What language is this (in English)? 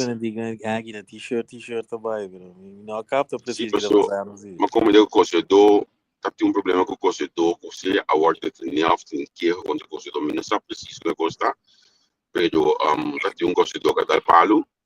Papiamento